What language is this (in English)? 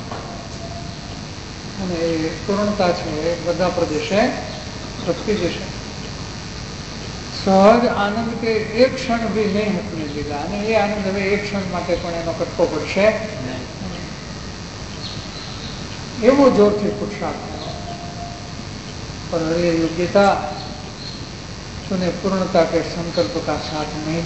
Gujarati